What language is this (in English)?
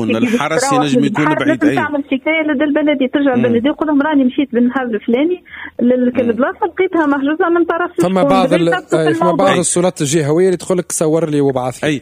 Tunisian Arabic